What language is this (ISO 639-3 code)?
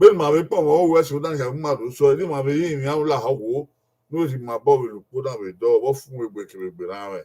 bin